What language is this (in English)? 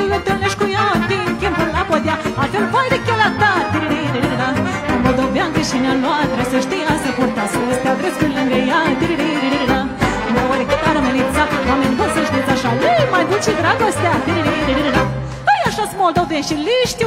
Romanian